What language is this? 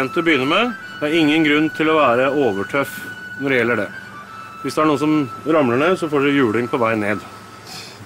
Norwegian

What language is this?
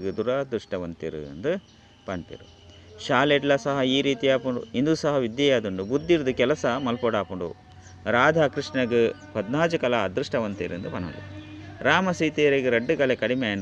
Tulu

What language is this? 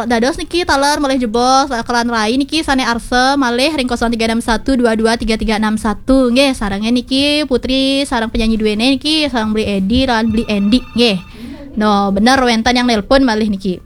Balinese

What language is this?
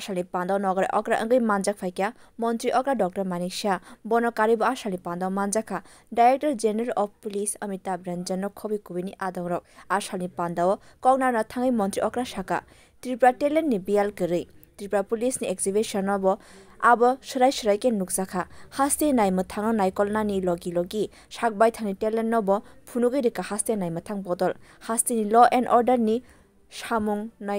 Kok Borok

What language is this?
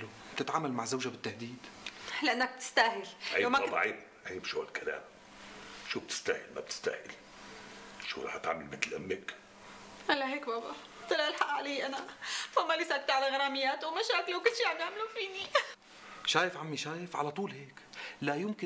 North Levantine Arabic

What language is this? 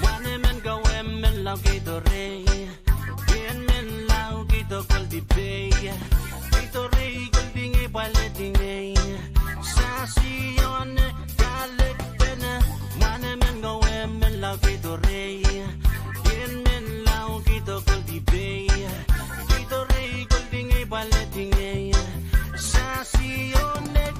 Pohnpeian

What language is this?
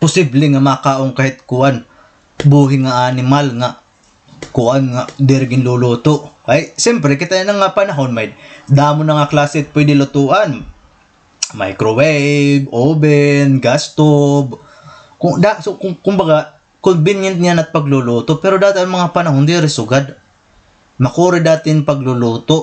Waray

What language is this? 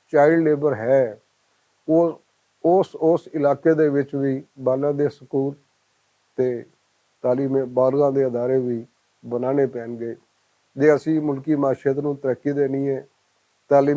Western Panjabi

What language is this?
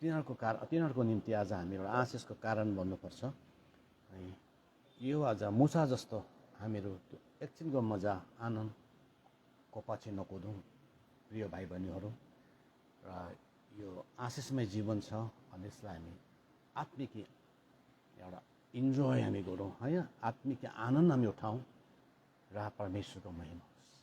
Nepali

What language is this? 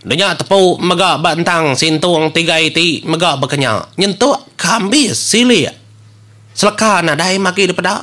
Iban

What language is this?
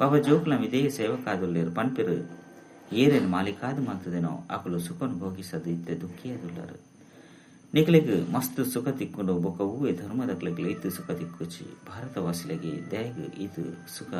Tulu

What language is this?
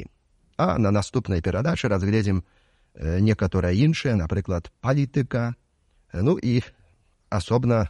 Belarusian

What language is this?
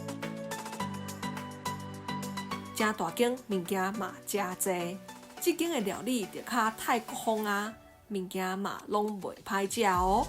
Min Nan Chinese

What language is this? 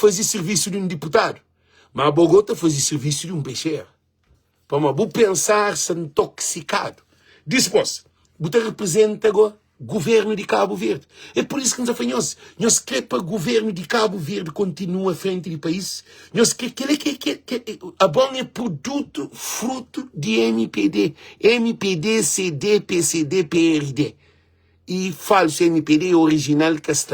Kabuverdianu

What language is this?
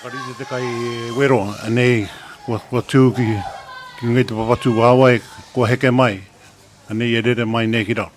Māori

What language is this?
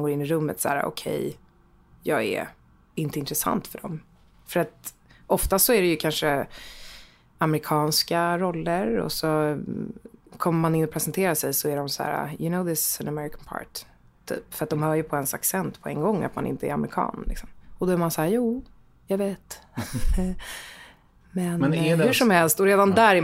Swedish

